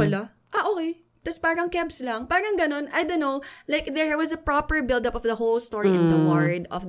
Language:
Filipino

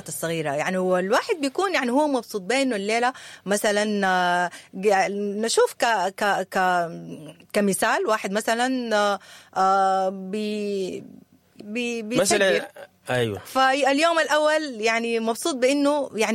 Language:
Sudanese Arabic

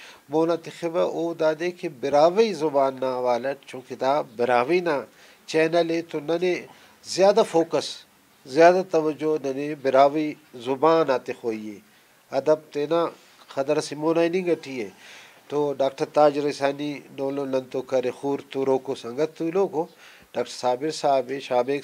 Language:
Brahui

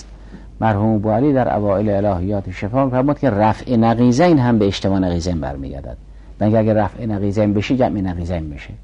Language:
Persian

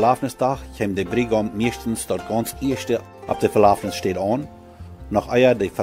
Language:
Plautdietsch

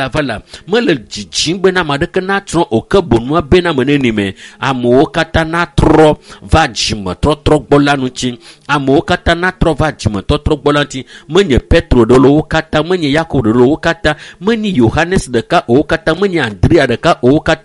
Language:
Ewe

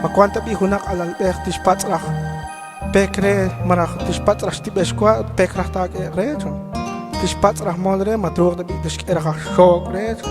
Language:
Kekchí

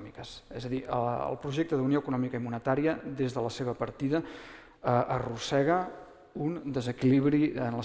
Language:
Catalan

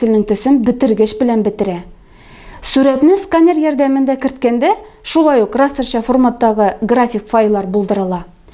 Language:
Tatar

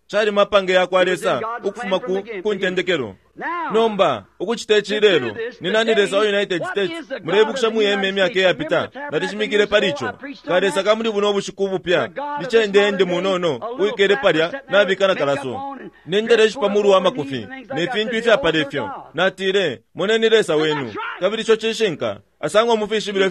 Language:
Bemba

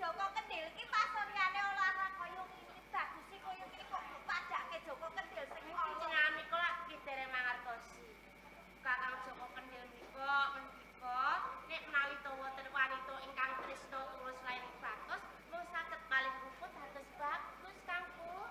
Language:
Javanese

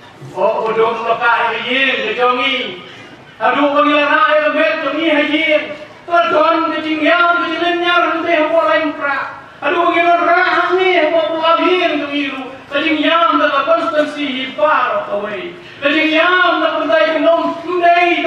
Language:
Khasi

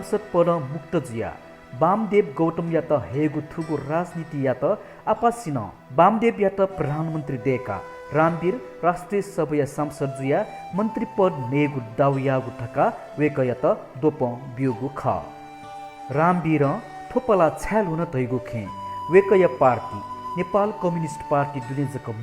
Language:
Newari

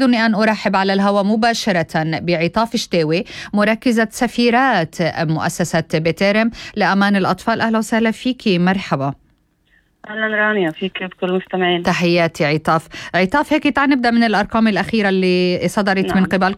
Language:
North Levantine Arabic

